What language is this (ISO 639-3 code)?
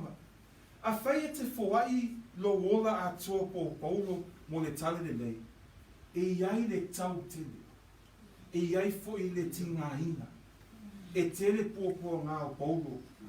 smo